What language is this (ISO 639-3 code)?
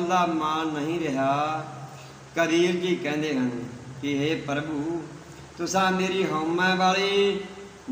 pan